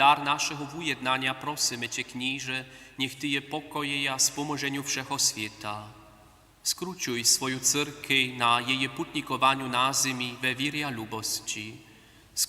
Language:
Upper Sorbian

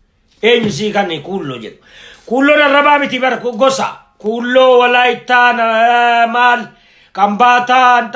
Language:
Oromo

